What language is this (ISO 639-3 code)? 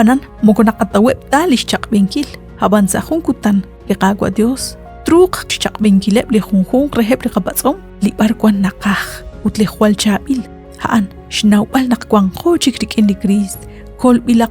kek